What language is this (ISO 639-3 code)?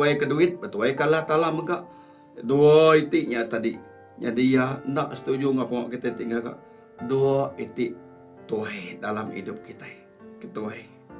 iba